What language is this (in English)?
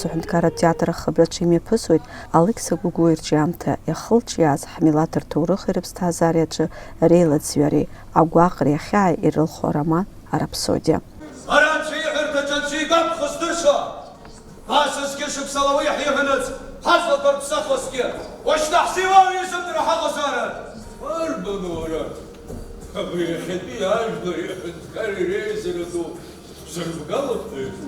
Abkhazian